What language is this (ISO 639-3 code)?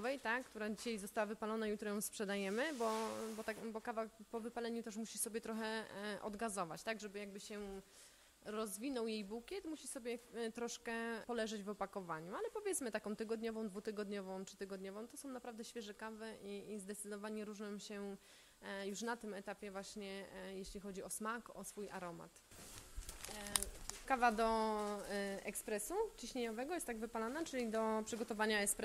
pol